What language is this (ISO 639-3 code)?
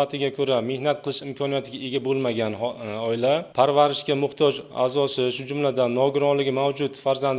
uzb